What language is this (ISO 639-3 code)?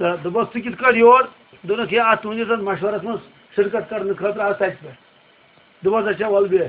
kas